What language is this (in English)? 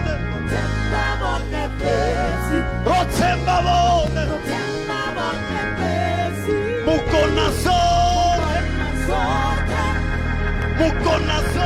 Venda